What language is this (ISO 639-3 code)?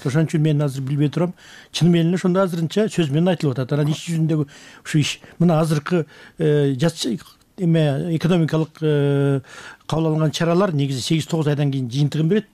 kir